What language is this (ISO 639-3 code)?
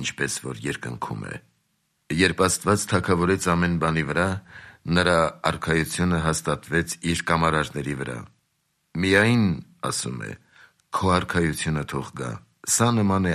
hye